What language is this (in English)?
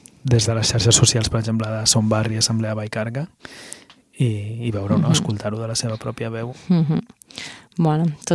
Catalan